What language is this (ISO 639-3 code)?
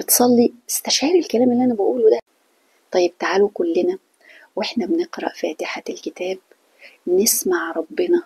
arz